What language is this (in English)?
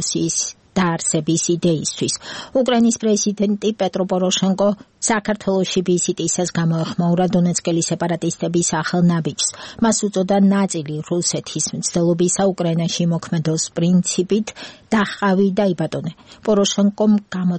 Georgian